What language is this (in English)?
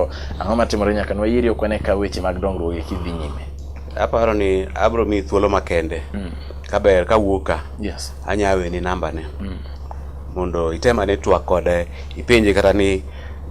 Luo (Kenya and Tanzania)